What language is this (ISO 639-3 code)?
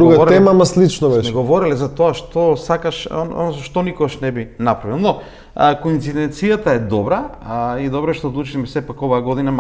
mkd